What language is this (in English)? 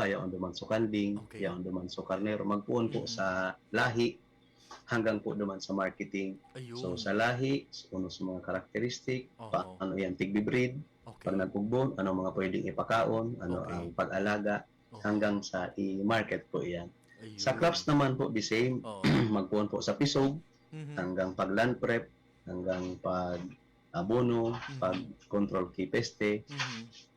Bikol